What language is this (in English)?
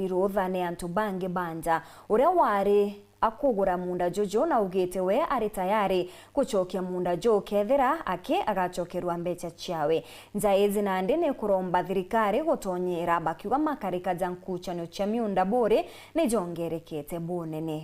Meru